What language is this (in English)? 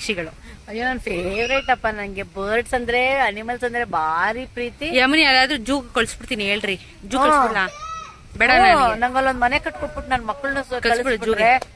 Kannada